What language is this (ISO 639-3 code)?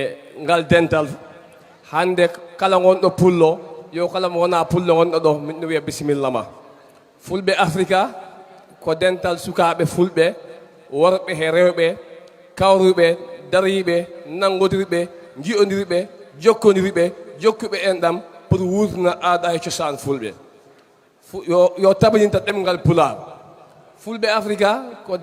ful